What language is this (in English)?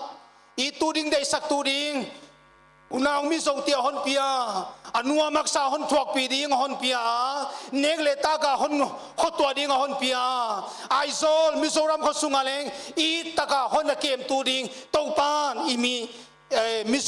Paite Chin